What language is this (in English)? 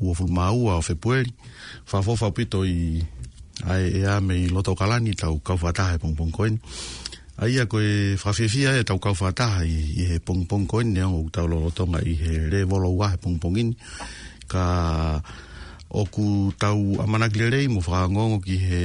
Tongan